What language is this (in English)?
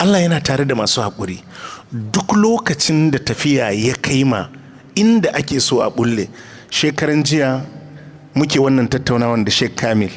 Hausa